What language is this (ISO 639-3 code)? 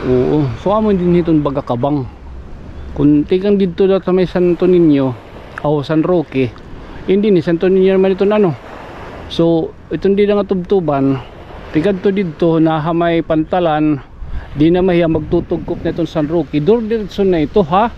war